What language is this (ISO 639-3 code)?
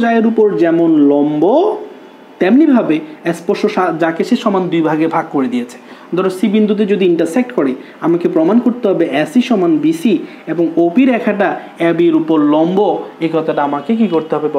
ben